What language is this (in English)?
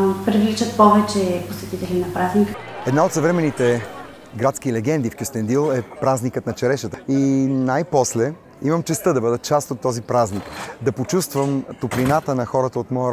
Bulgarian